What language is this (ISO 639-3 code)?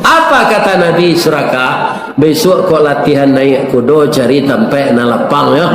min